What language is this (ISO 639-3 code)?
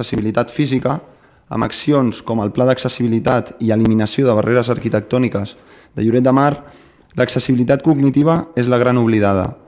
cat